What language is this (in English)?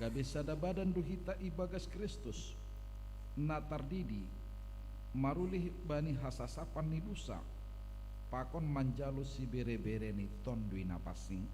Batak Simalungun